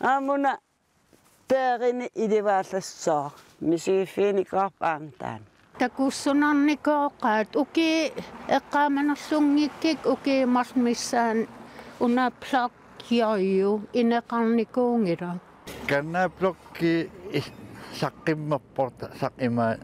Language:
Kalaallisut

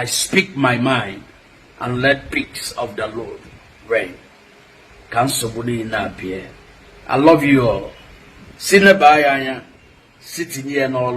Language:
Igbo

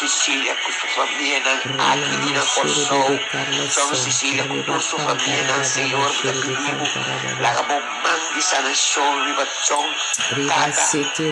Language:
Papiamento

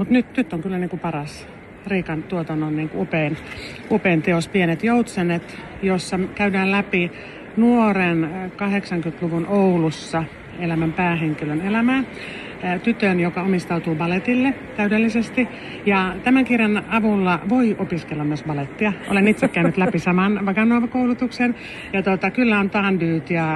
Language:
Finnish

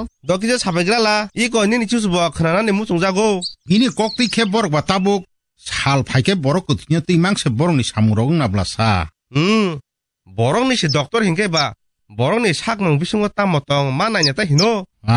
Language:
Kok Borok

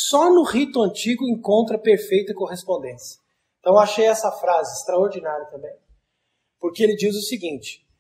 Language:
Portuguese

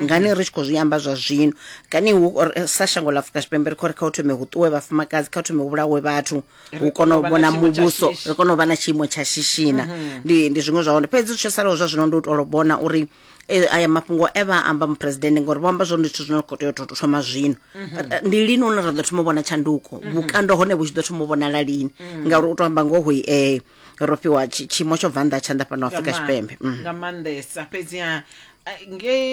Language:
Venda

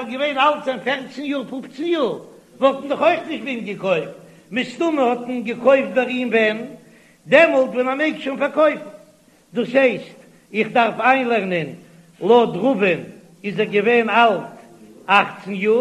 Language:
Yiddish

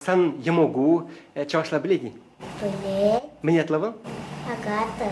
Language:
Chuvash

